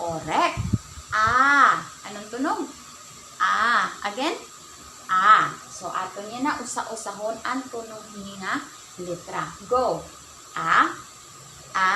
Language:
Waray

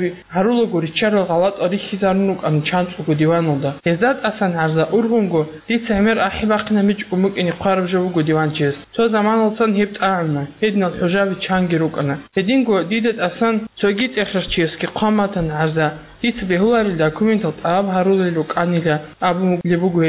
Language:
Avaric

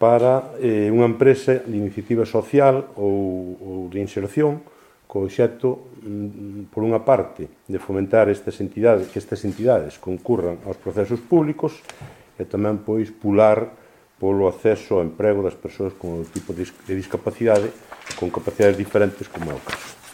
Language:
Galician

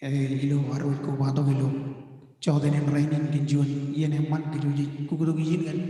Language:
Marshallese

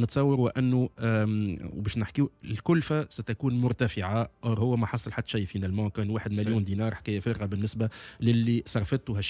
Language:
Tunisian Arabic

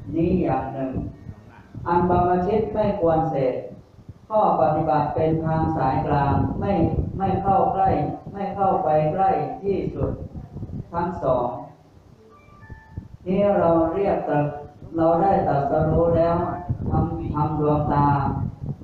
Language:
Thai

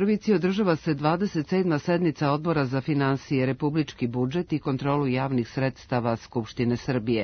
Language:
Serbian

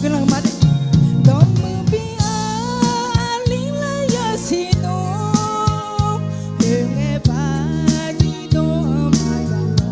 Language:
Akha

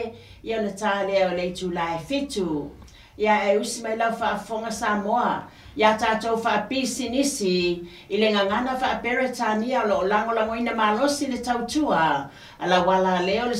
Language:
Samoan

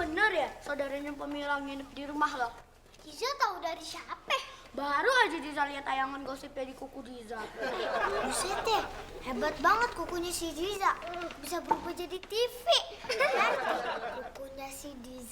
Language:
Betawi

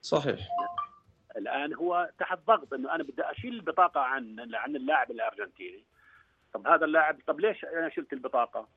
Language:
North Levantine Arabic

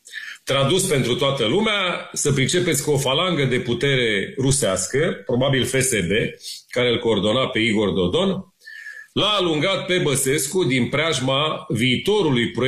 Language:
Romanian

